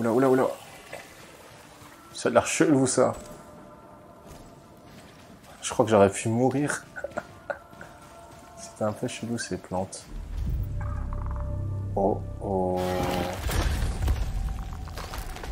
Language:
French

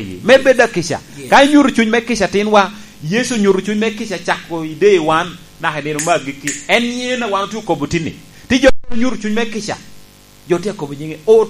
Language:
Lango (Uganda)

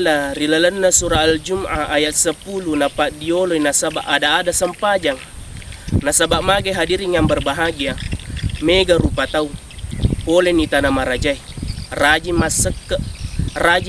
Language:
Buginese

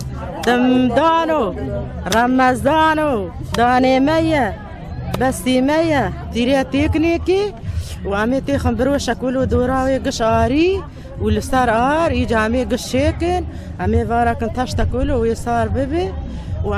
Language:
Kurdish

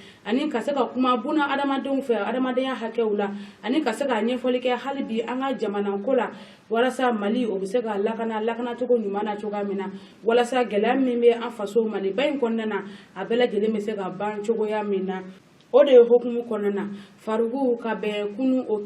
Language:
Bambara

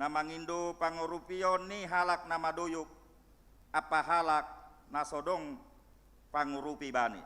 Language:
Batak Simalungun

